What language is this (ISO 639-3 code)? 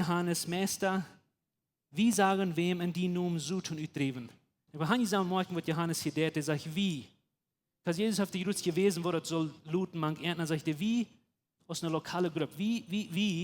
pdt